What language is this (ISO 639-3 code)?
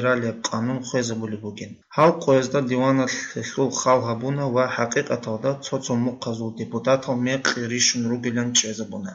ava